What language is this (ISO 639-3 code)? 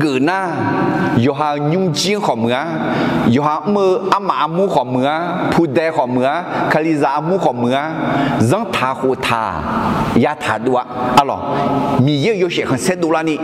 ahk